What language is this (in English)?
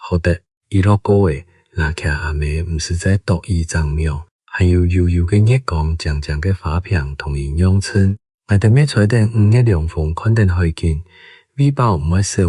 Hakka Chinese